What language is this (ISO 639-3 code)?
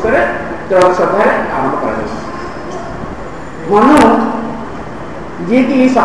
ori